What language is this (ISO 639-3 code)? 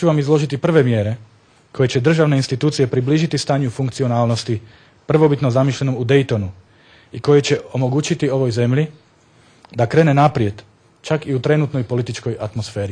bos